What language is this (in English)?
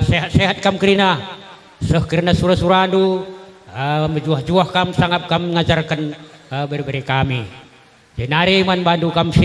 Batak Karo